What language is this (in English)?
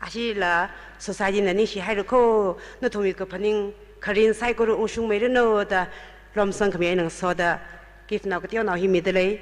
Tangkhul Naga (India)